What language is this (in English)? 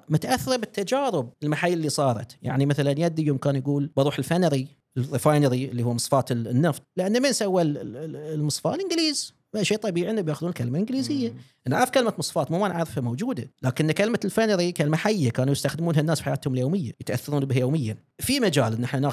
Gulf Arabic